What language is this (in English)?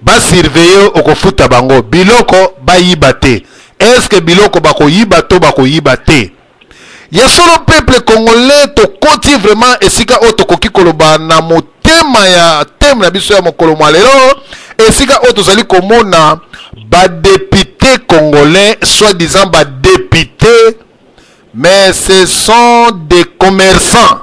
Lingala